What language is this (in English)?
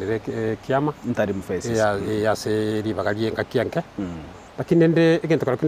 Gusii